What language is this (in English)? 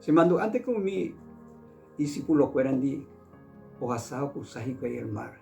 Guarani